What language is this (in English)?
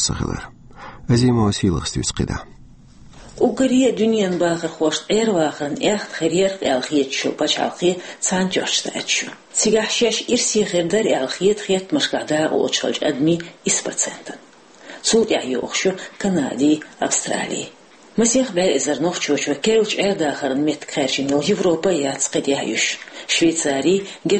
Chechen